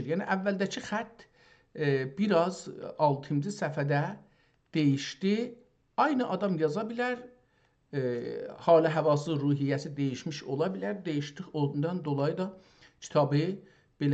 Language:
South Azerbaijani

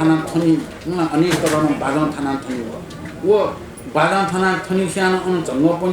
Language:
Newari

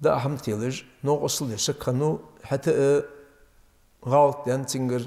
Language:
Ingush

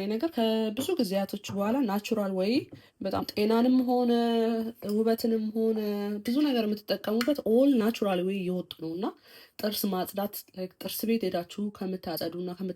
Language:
Amharic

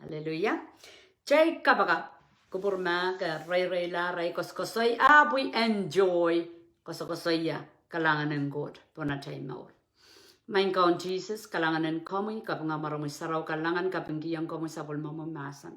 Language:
Pohnpeian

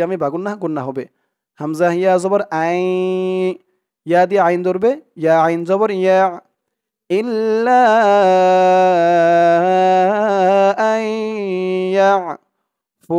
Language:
Bangla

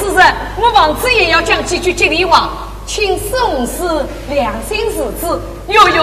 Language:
Chinese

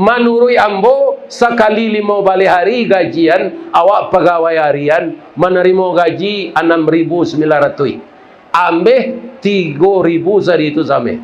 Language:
Minangkabau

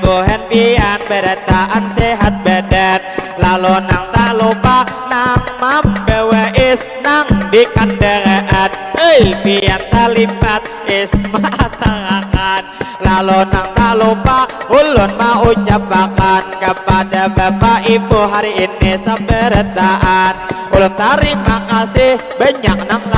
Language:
Banjar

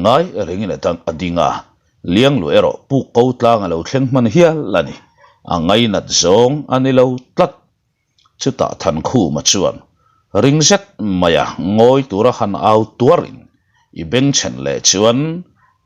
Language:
Mizo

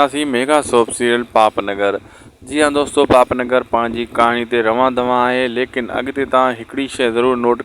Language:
Sindhi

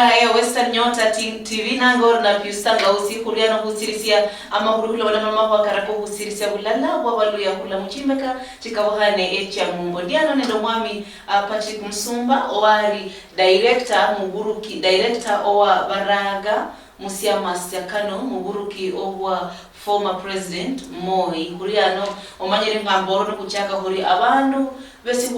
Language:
Luyia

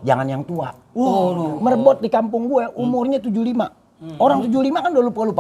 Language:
Betawi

